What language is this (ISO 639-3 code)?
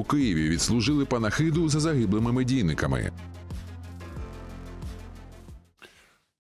ukr